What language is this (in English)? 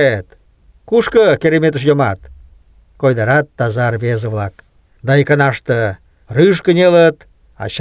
Mari